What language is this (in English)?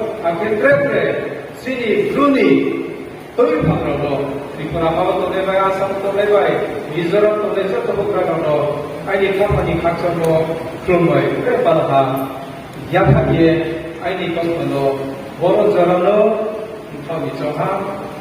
Riang (India)